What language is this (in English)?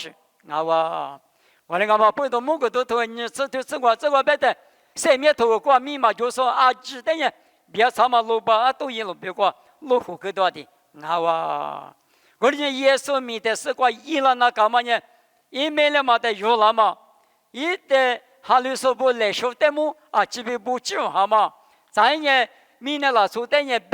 Lisu